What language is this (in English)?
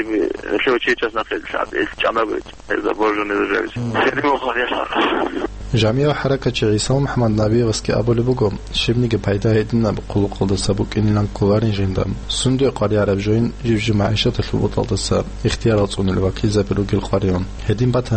Avaric